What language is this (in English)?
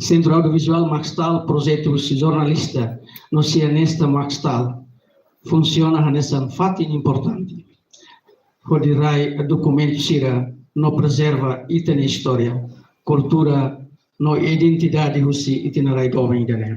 Tetum